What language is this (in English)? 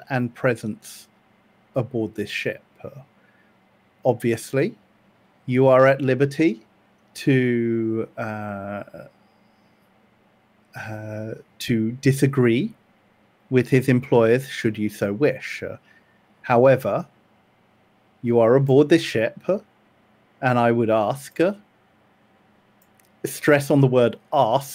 English